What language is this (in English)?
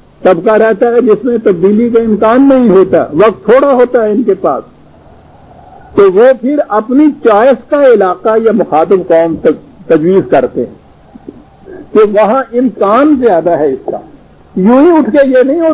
Urdu